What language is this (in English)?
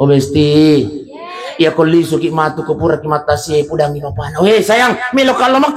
Buginese